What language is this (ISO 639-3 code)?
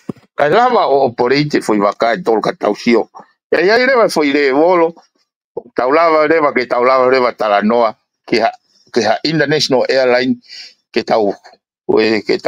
ton